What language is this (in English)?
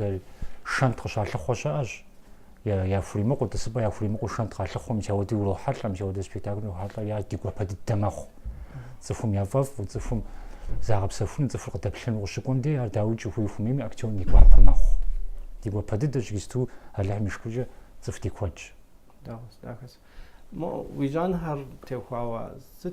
Kabardian